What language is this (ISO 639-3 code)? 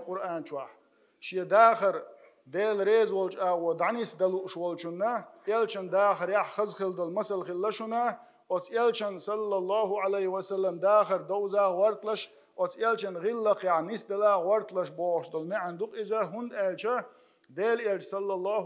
che